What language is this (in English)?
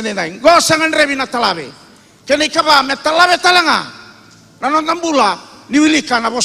Fijian